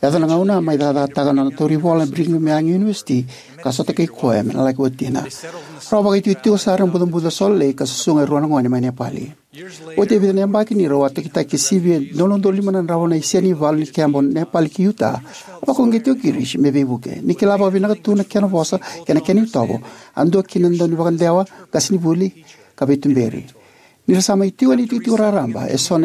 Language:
Fijian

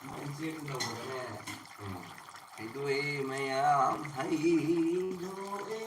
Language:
Manipuri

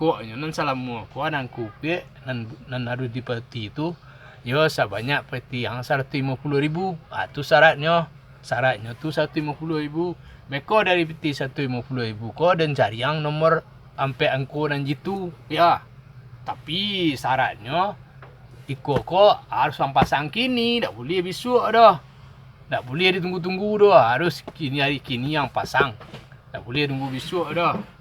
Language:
Minangkabau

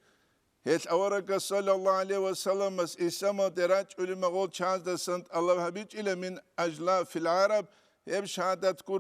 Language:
Avaric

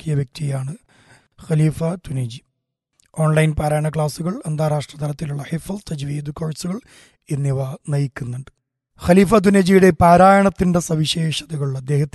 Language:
Malayalam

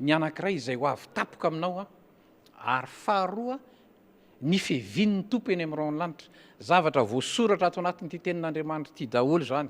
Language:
Malagasy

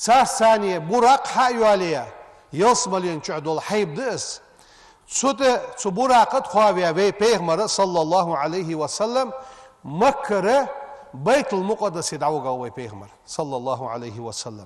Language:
Ingush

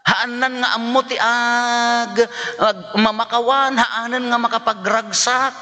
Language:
Iloko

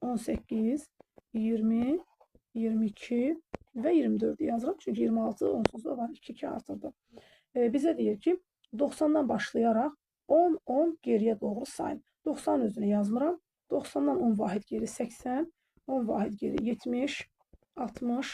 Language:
Azerbaijani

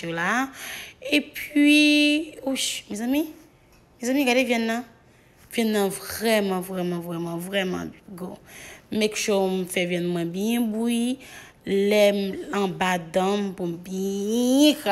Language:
Haitian Creole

